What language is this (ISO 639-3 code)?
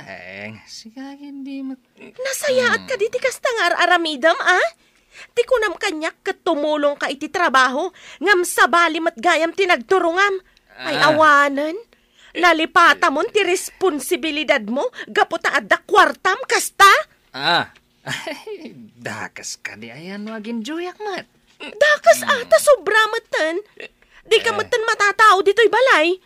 ilo